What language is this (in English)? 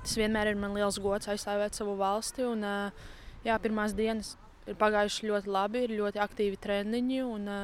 Latvian